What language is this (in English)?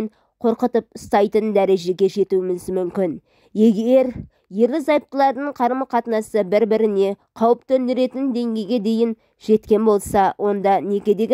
Kazakh